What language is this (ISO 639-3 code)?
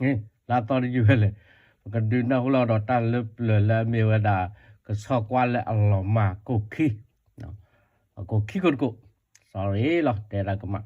ksw